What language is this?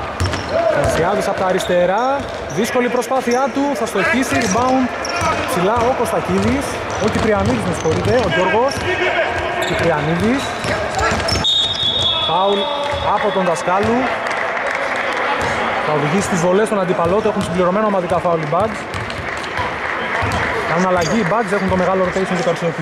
Greek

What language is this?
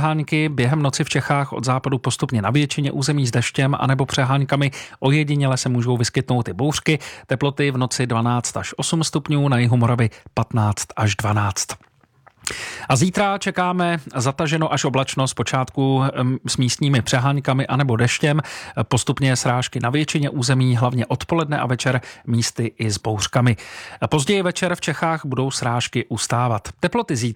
Czech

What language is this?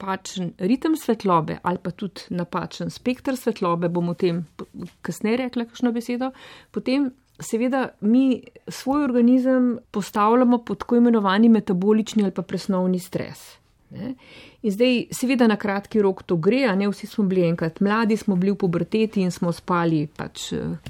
Slovenian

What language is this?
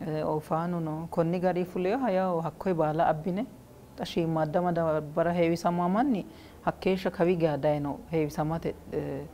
Sidamo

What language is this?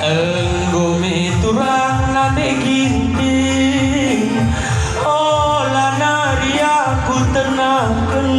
Batak Karo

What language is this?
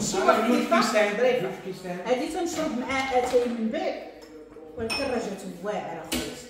Moroccan Arabic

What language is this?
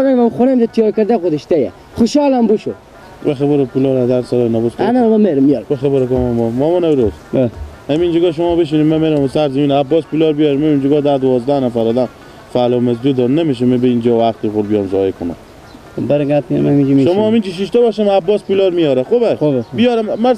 Persian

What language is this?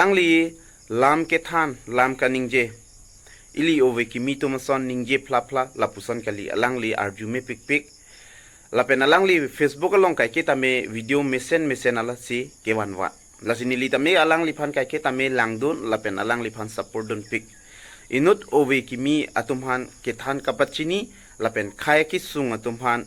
Karbi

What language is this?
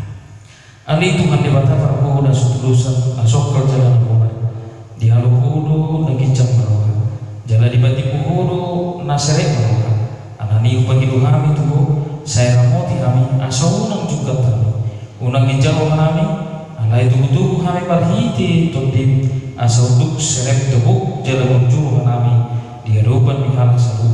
Batak Toba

